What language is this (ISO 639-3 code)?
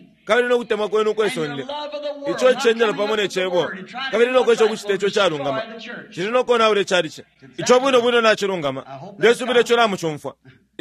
bem